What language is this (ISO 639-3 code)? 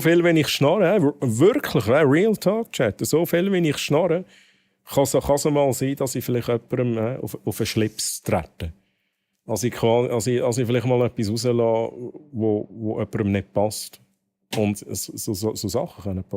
gsw